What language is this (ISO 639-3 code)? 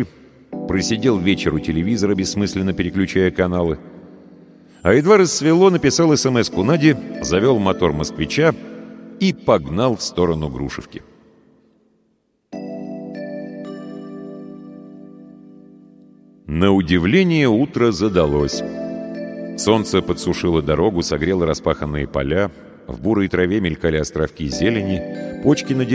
rus